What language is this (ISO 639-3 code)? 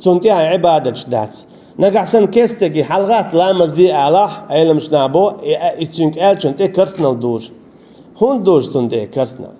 che